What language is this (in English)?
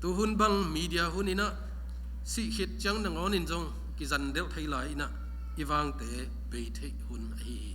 Tedim Chin